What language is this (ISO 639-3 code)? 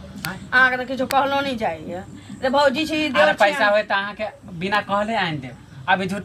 mai